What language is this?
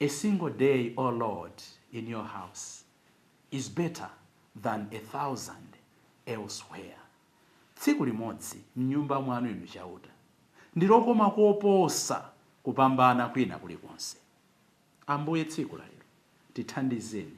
Nyanja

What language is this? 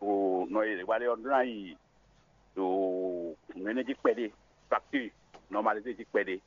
Fon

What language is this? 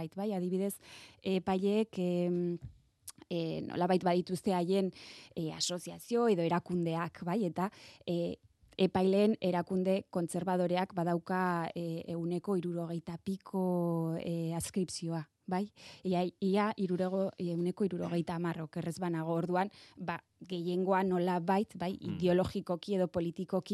Basque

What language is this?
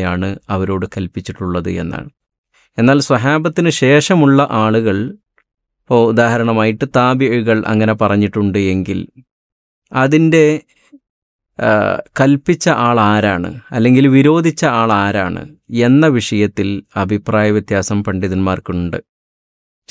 Malayalam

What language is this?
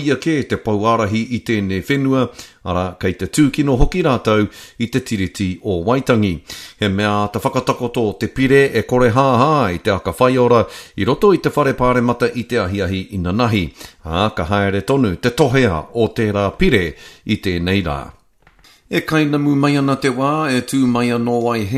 Māori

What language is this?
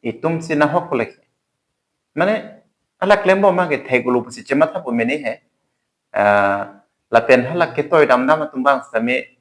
Karbi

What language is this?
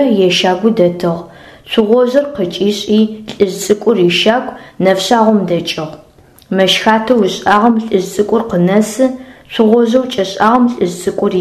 Adyghe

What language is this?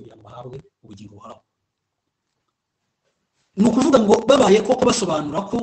Kinyarwanda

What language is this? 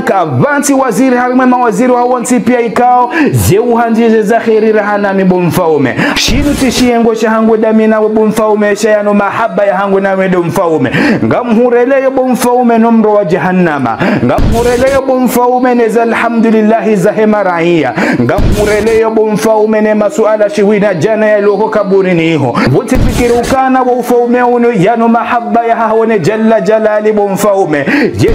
Ngazidja Comorian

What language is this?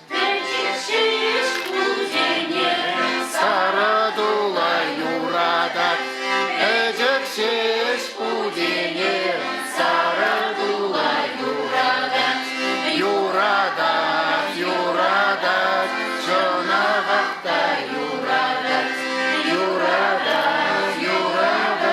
Chuvash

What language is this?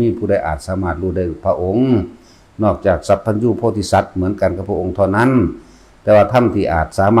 Northeastern Thai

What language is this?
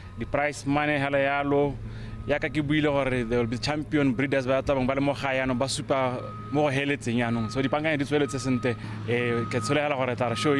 Tswana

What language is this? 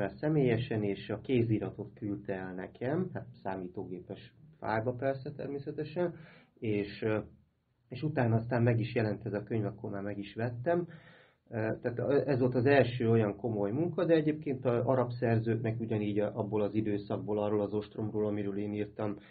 Hungarian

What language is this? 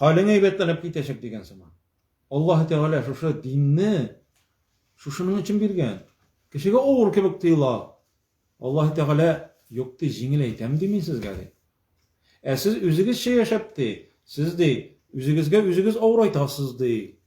Tatar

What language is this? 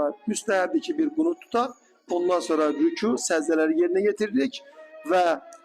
Azerbaijani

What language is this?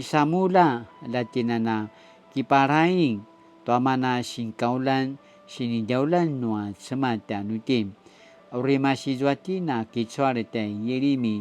Paiwan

